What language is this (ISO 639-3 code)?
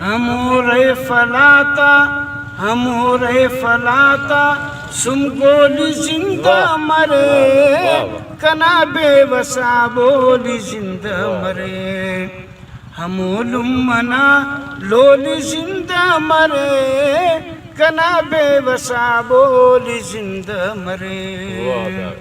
brh